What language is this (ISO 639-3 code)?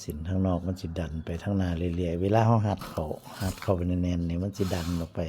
tts